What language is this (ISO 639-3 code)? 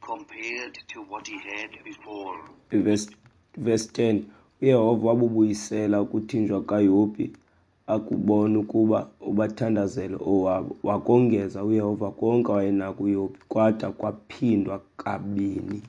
xho